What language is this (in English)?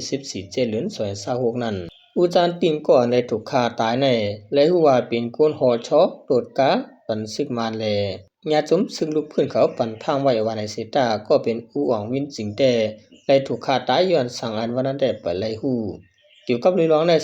Shan